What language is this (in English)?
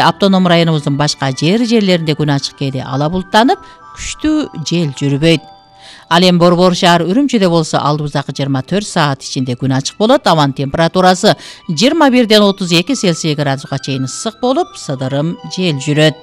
Kyrgyz